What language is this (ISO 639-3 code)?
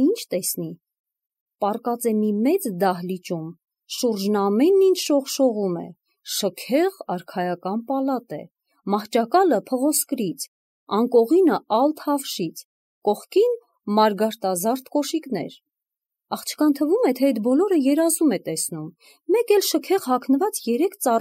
hye